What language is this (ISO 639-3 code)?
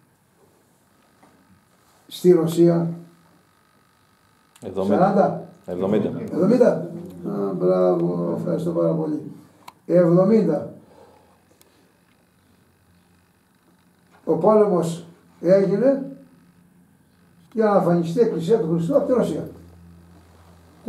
ell